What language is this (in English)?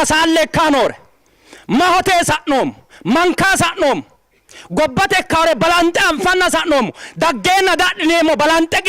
Sidamo